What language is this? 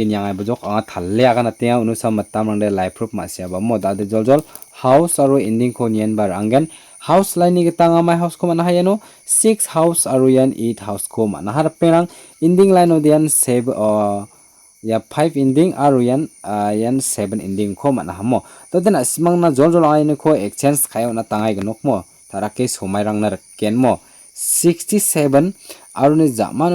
Garo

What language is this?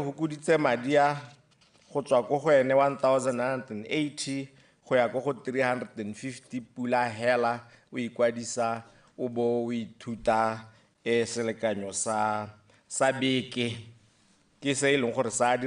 Tswana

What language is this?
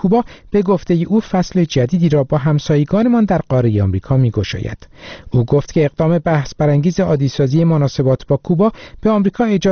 Persian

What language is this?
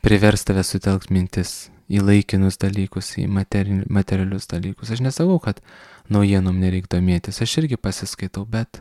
Lithuanian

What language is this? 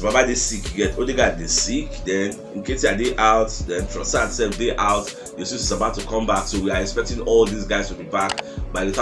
Nigerian Pidgin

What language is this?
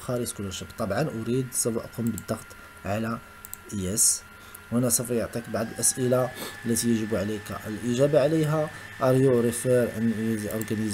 Arabic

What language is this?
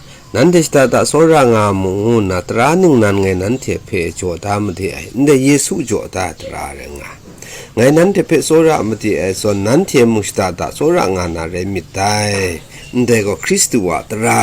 Kachin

